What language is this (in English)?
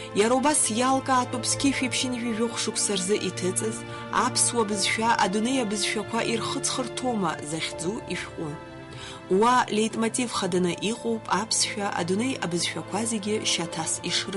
Abkhazian